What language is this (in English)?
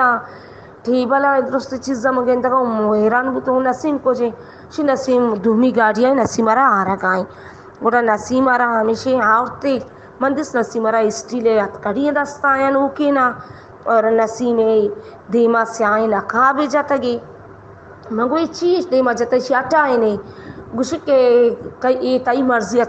Baluchi